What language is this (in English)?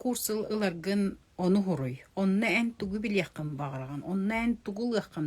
Yakut